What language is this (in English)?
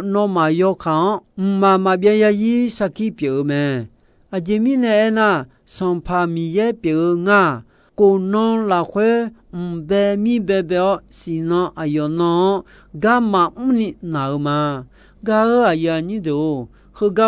Akha